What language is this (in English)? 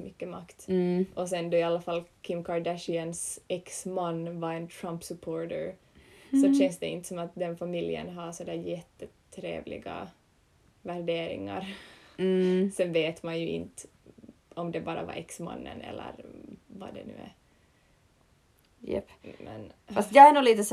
Swedish